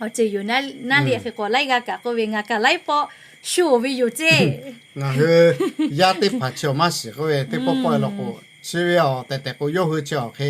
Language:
Lahu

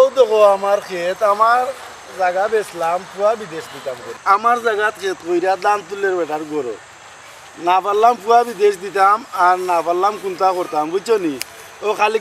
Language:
Sylheti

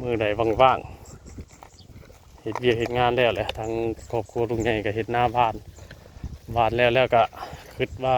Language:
Northeastern Thai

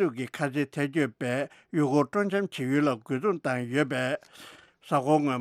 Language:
Tibetan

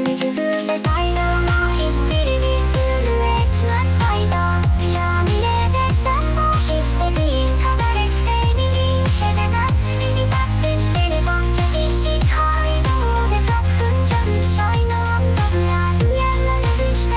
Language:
Turkish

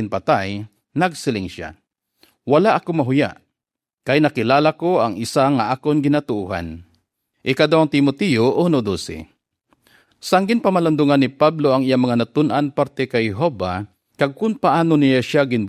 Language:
Hiligaynon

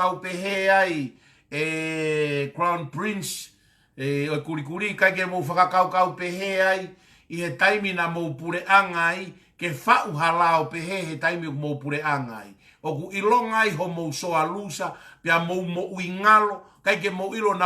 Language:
Tongan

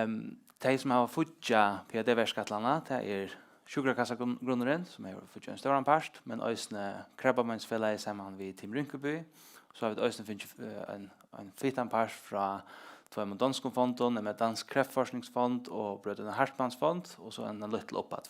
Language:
Faroese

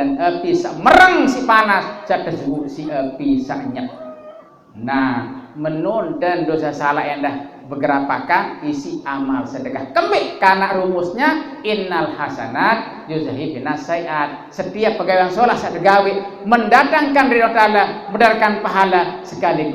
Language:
Sasak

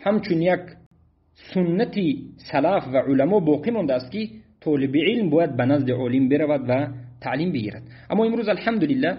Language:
Tajik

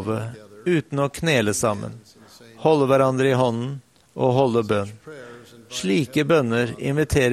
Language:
Norwegian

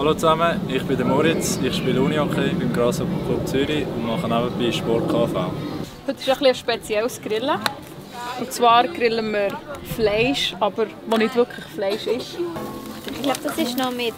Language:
Swiss German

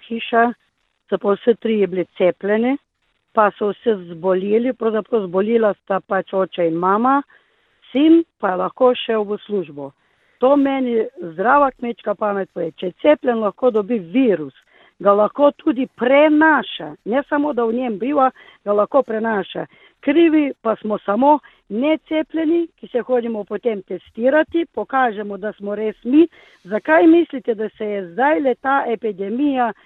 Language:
Slovenian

